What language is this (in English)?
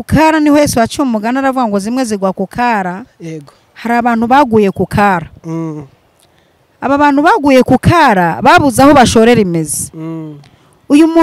Kinyarwanda